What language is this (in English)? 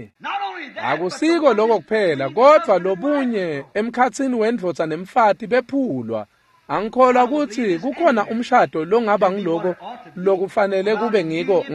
Swati